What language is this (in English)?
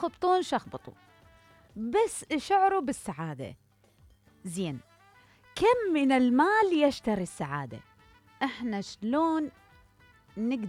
Mesopotamian Arabic